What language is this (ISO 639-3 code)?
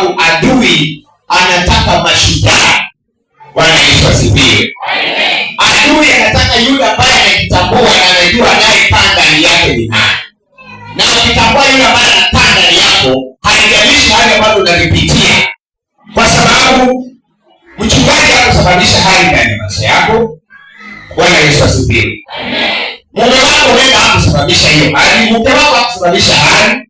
swa